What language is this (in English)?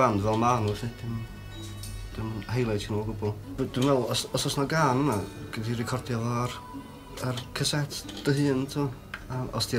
Welsh